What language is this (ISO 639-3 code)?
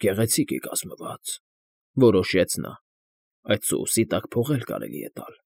hye